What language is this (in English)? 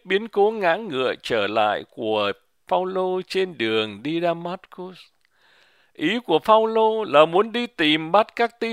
Vietnamese